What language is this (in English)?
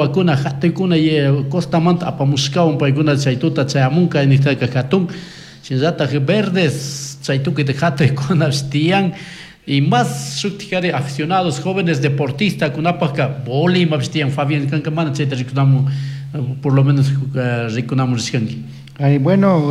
Chimborazo Highland Quichua